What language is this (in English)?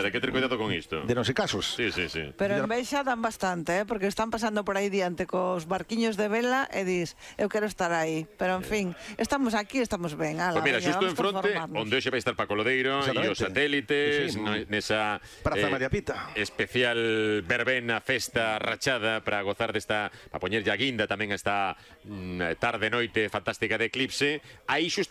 Galician